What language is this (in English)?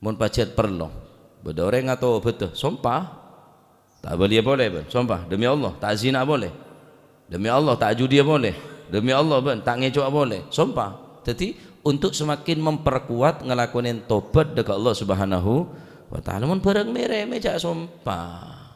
Madurese